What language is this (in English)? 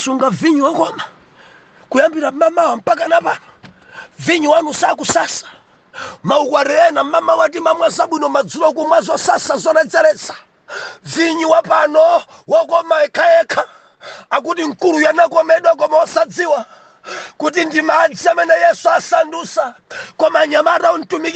Nyanja